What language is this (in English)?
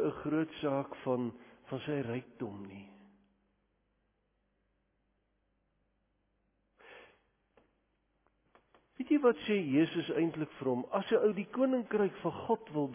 Afrikaans